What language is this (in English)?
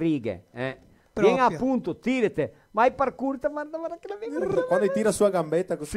Venetian